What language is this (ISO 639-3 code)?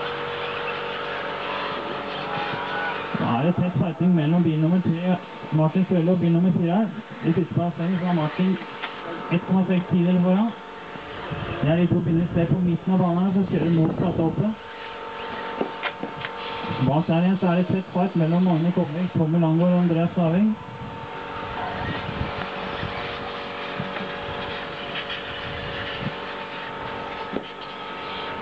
nor